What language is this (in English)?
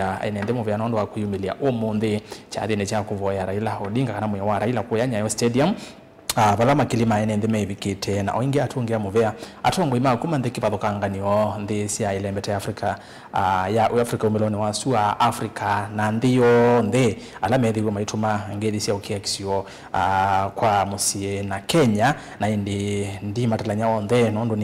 Kamba